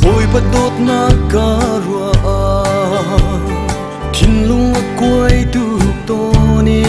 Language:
Hakha Chin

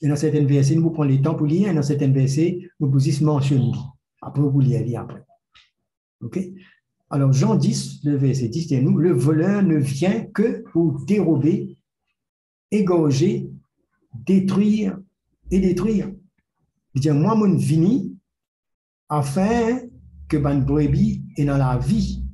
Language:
Morisyen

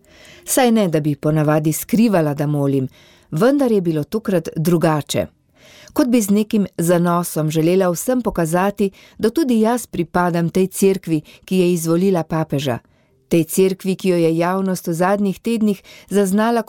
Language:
Slovenian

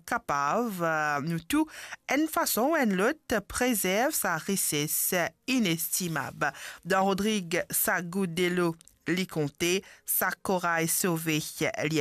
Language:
Morisyen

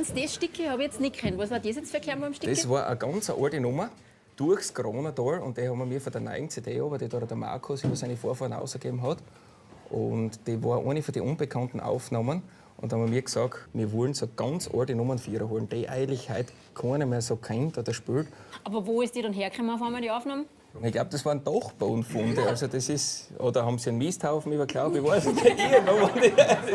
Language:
Bavarian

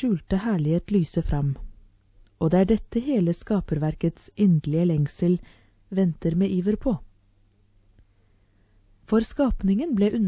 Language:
Norwegian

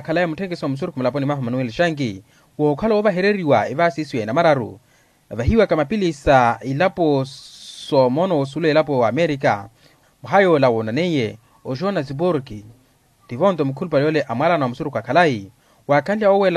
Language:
Makhuwa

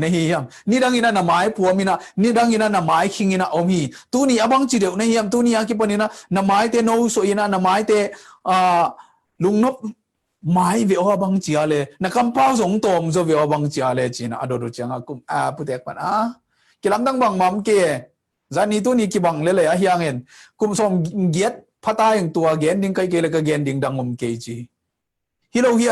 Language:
Tedim Chin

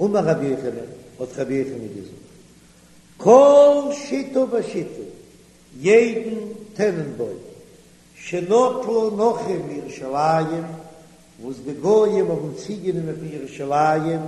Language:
Yiddish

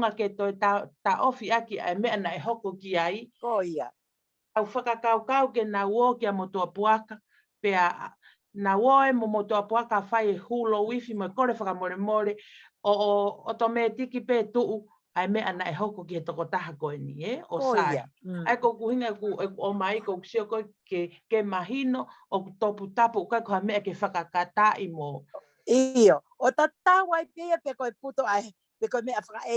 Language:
Tongan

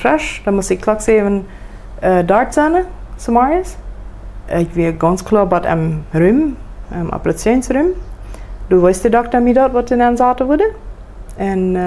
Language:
Plautdietsch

